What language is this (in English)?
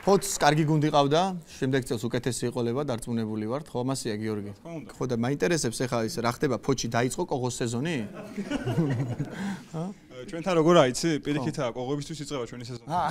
Georgian